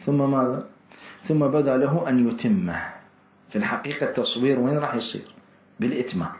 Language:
Mesopotamian Arabic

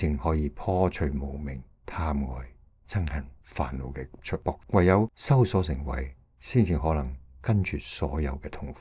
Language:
Cantonese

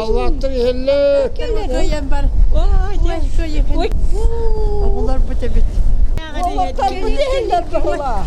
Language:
Yakut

